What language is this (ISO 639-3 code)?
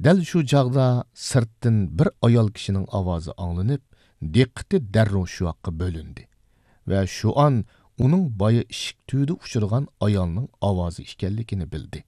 uig